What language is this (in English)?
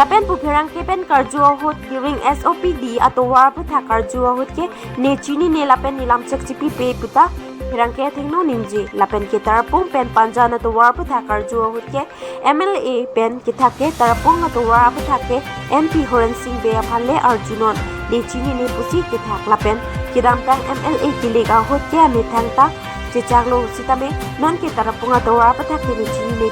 Karbi